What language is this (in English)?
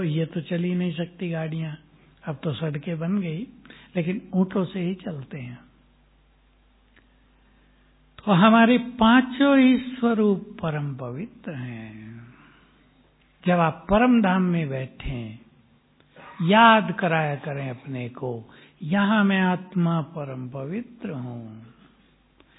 Hindi